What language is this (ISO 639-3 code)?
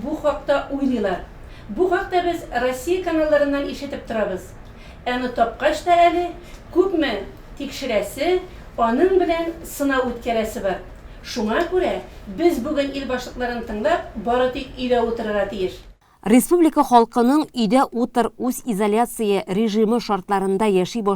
tat